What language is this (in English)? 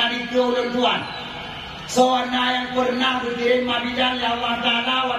Achinese